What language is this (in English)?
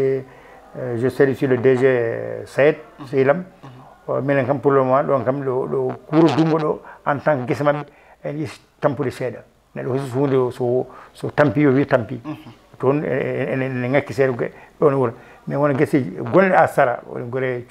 Fula